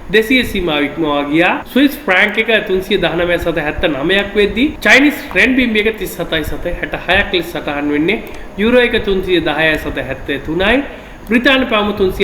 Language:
Sinhala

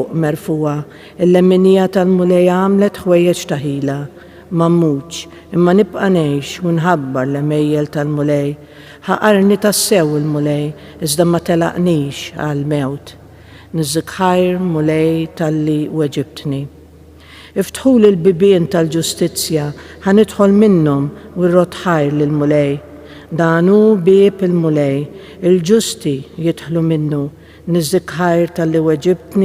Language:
Maltese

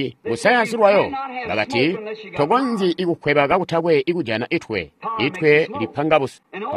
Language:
Tonga (Zambia)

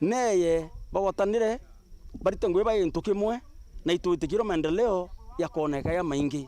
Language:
Meru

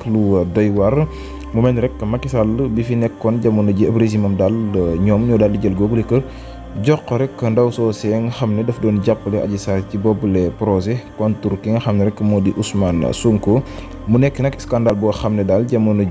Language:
Wolof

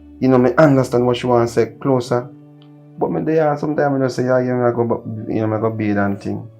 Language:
Jamaican Creole English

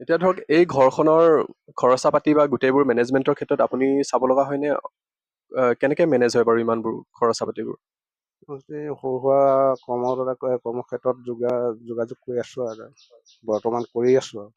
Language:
Assamese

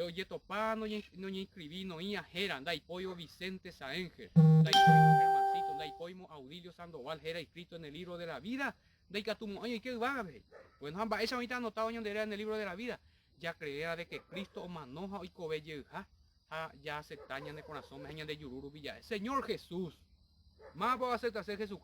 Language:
Guarani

